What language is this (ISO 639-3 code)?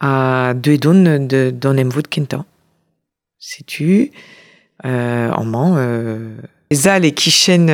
bre